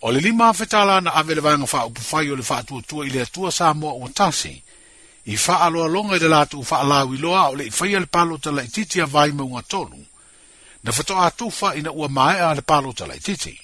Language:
Samoan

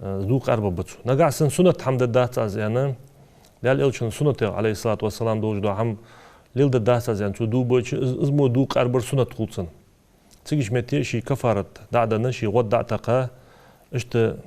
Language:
Ingush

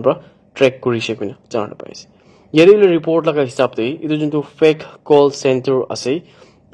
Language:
Naga Pidgin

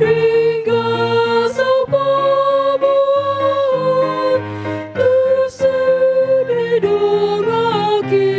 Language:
Batak Toba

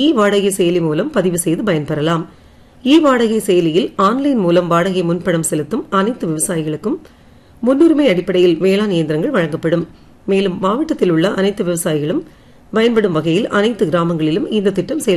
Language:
Tamil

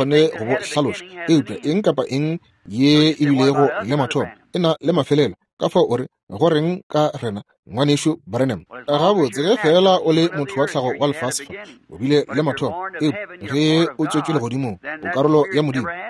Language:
Northern Sotho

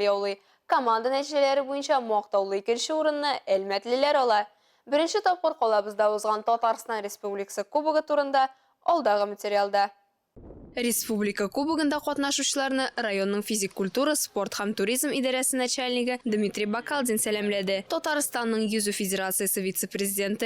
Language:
Tatar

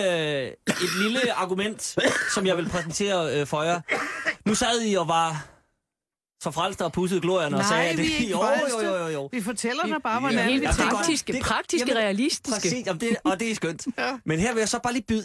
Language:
Danish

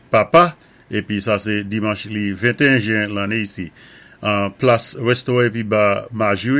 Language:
Saint Lucian Creole French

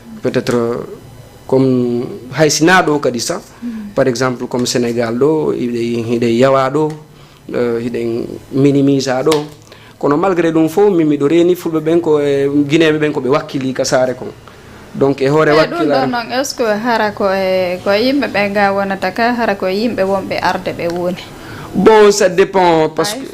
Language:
Fula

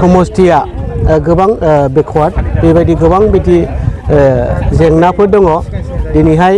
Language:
Bodo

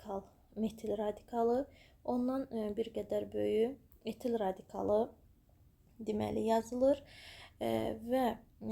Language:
Azerbaijani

